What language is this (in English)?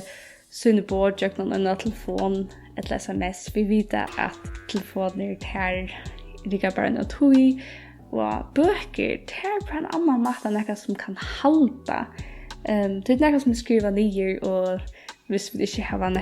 Faroese